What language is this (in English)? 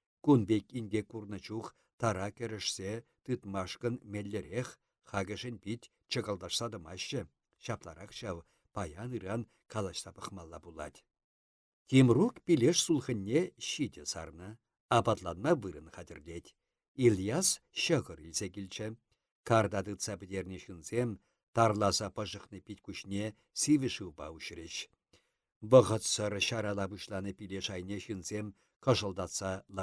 Chuvash